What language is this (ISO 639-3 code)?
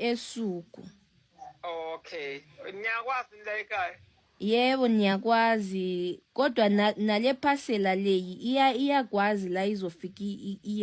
zul